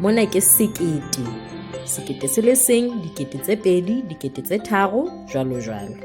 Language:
Southern Sotho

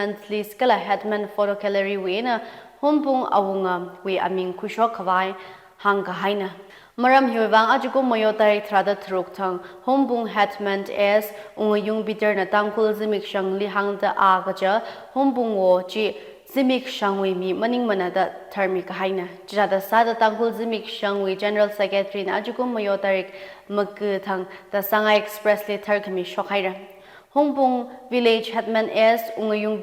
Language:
Tangkhul Naga (India)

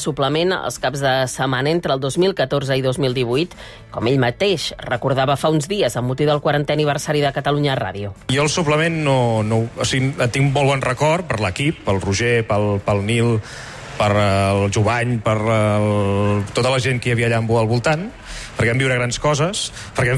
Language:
Catalan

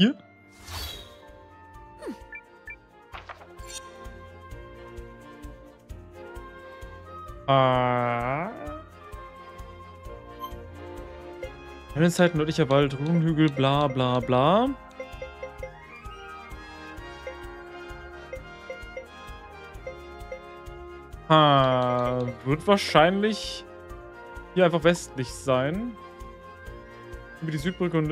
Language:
German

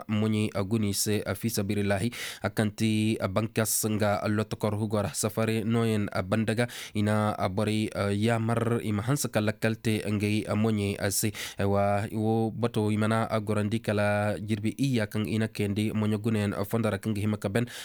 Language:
Koyraboro Senni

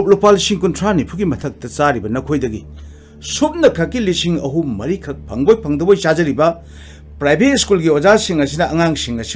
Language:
Manipuri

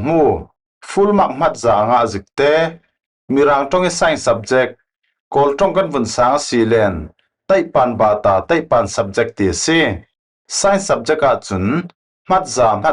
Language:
Falam Chin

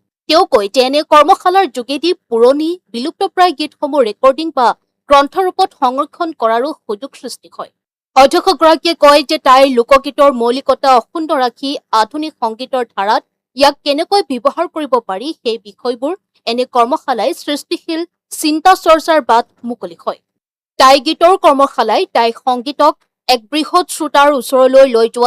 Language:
Assamese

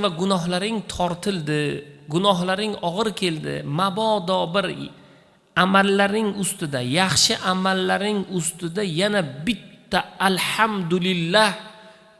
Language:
Uzbek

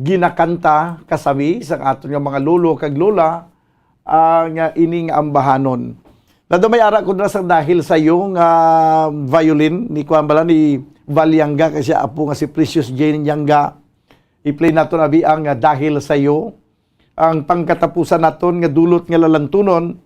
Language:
Hiligaynon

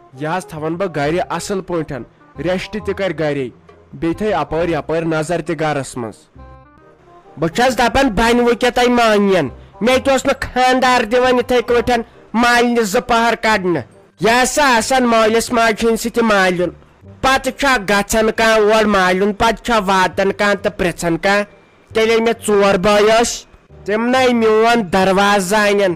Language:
Kashmiri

